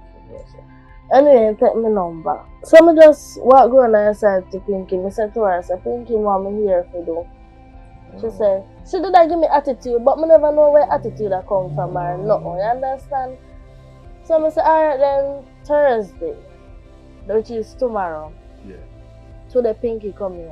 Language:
Jamaican Creole English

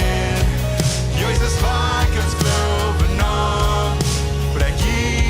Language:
Plautdietsch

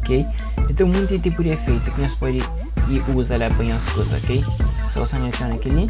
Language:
Kabuverdianu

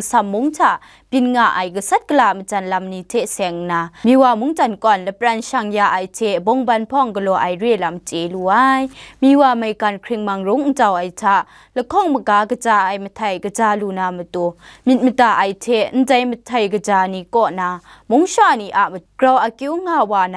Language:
Kachin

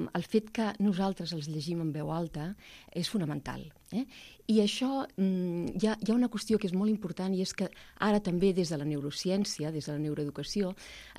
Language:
Catalan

